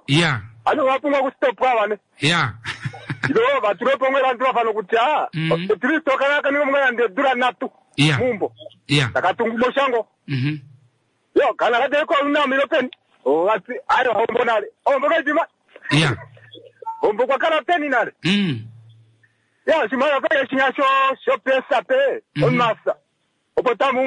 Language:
Swahili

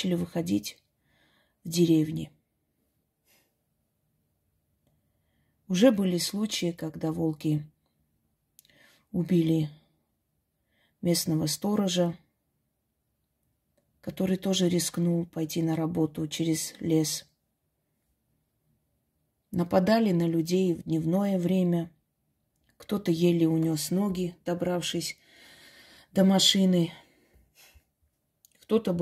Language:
Russian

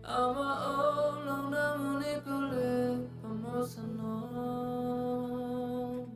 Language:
Tedim Chin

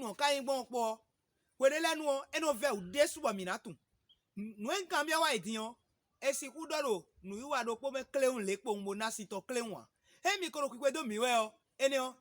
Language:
Fon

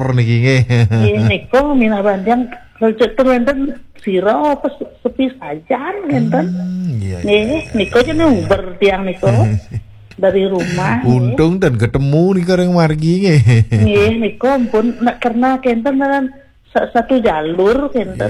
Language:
Balinese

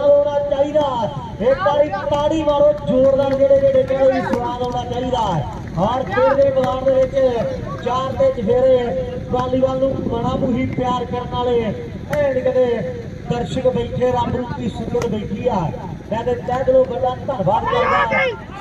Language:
Punjabi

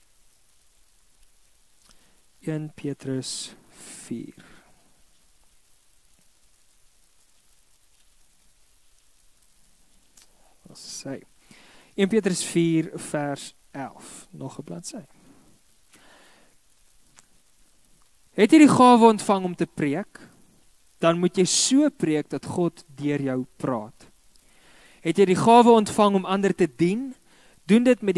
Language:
Afrikaans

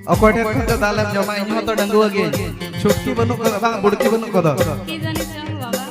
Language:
Santali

